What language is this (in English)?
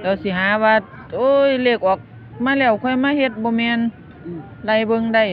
Northeastern Thai